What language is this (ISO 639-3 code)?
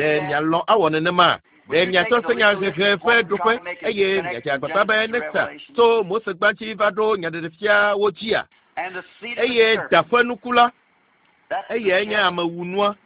ewe